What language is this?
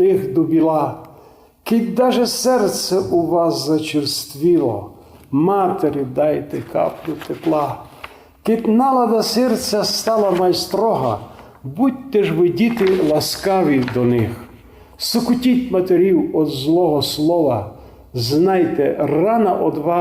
Rusyn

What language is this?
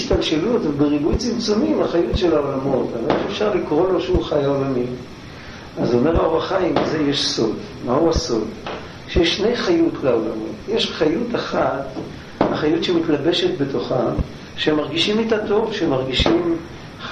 Hebrew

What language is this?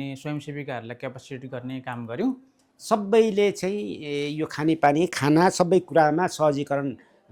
Nepali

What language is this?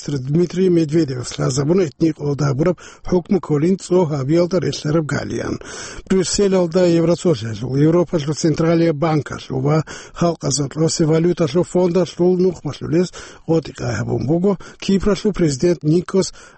Avaric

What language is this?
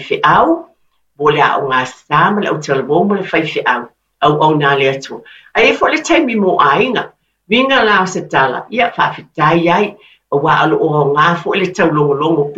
Samoan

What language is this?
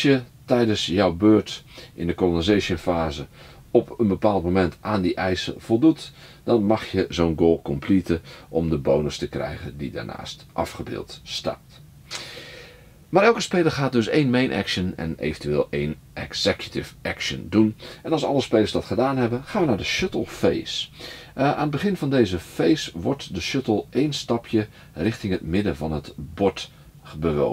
Dutch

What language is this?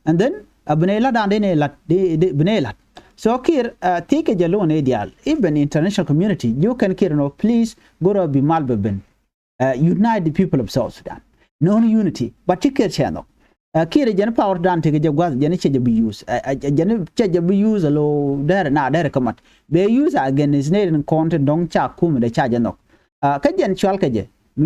Nuer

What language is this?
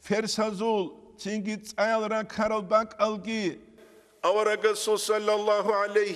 Avaric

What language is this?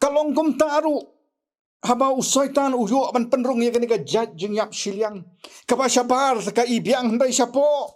Khasi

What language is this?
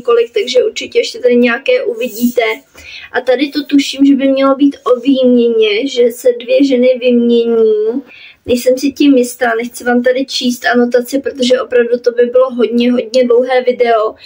Czech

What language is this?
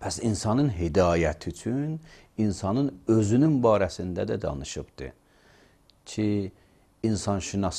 Azerbaijani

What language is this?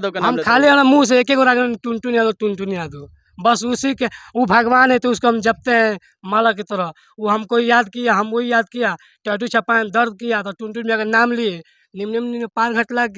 Bhojpuri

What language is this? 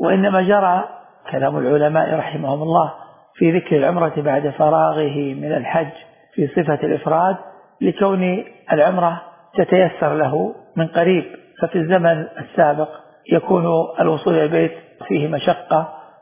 Arabic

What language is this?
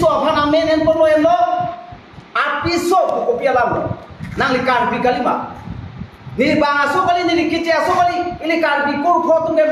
Karbi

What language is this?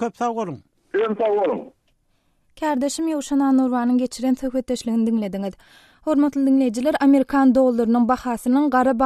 Turkmen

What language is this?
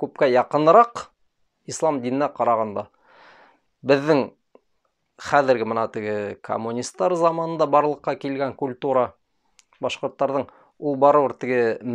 Bashkir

